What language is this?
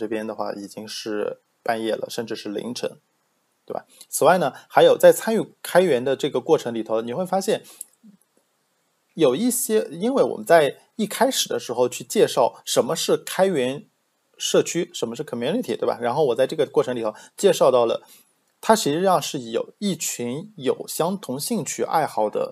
Chinese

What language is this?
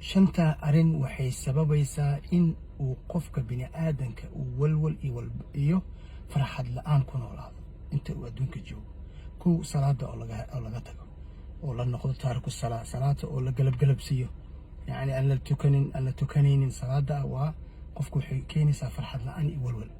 Somali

